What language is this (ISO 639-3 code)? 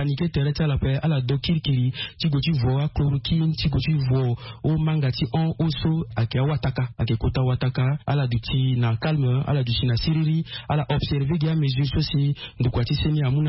sag